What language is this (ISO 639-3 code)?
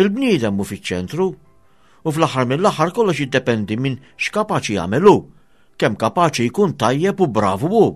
mlt